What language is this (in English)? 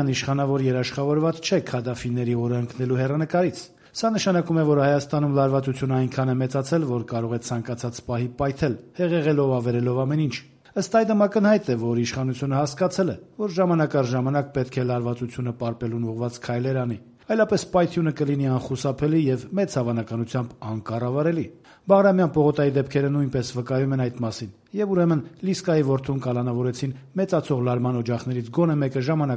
Armenian